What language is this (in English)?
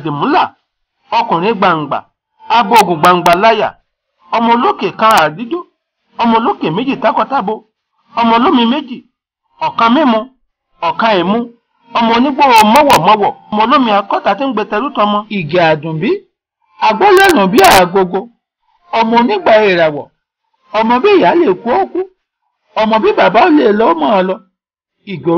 Yoruba